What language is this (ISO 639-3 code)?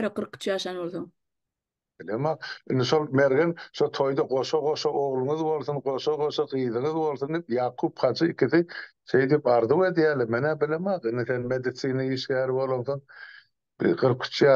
tuk